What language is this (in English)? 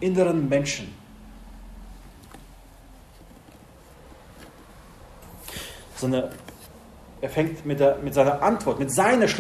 German